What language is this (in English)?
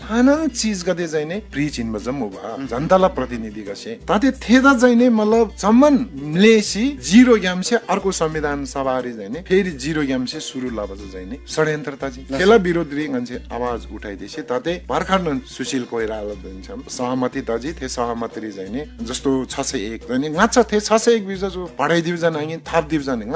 Eastern Tamang